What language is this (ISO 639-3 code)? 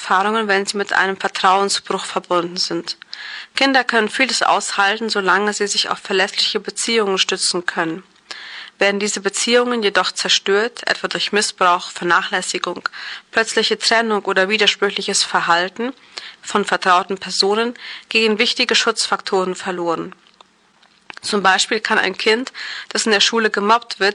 deu